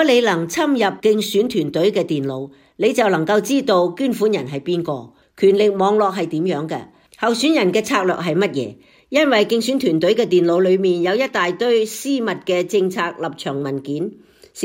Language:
Cantonese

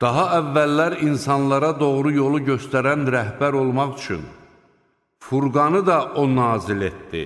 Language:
Azerbaijani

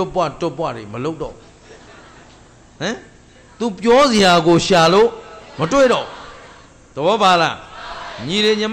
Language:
Burmese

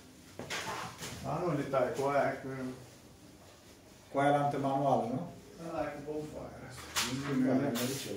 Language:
Romanian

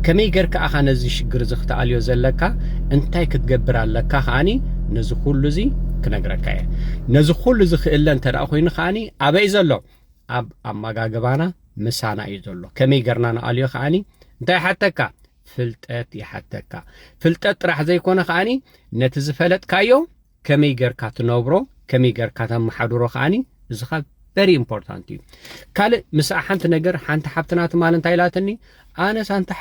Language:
Tigrinya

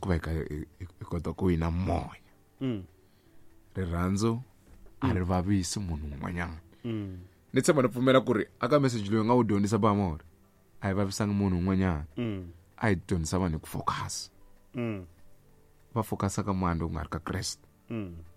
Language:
Tsonga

